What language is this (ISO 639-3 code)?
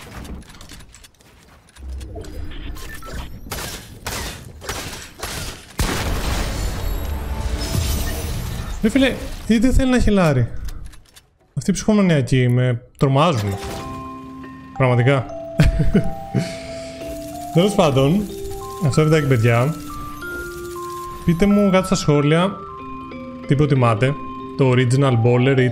ell